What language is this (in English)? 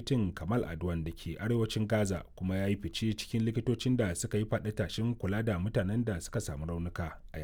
Hausa